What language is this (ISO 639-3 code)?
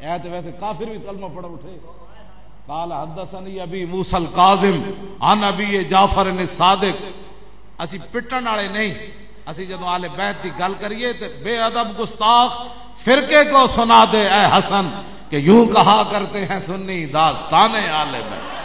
lah